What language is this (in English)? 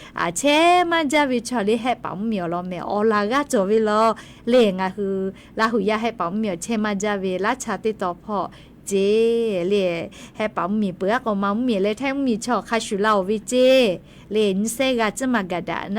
Lahu